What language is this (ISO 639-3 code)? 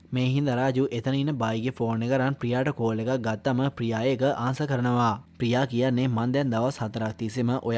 sin